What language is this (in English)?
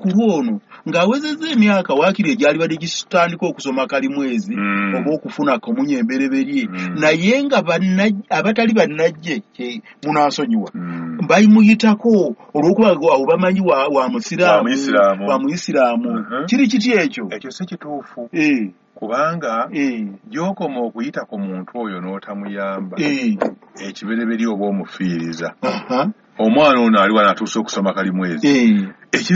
Ganda